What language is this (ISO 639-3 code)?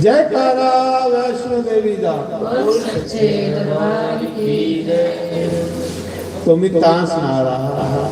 doi